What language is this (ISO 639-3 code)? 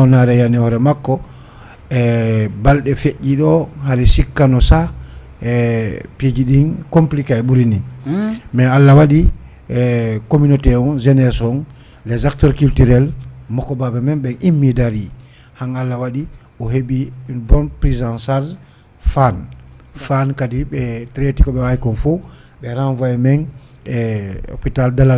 ful